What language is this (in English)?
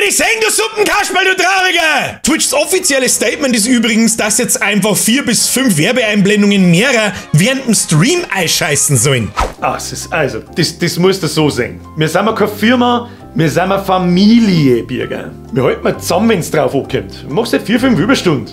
Bavarian